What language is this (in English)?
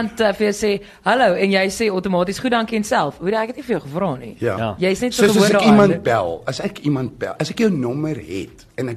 Afrikaans